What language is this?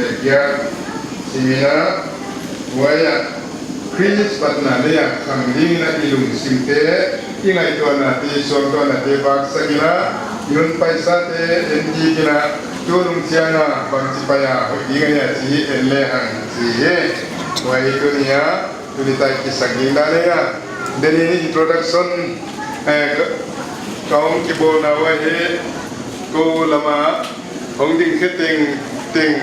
Paite Chin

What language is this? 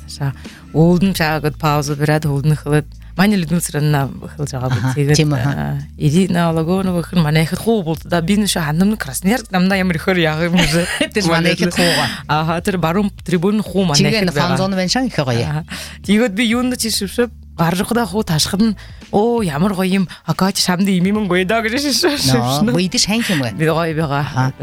Buriat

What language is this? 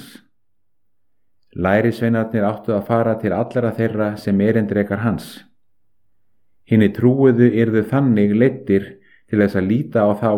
Icelandic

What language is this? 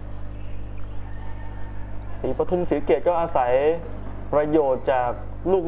Thai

